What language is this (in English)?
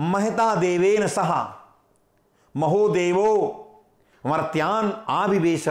Sanskrit